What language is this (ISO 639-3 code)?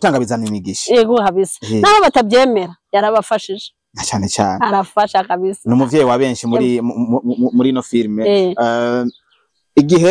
run